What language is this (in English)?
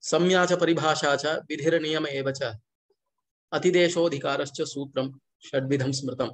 Sanskrit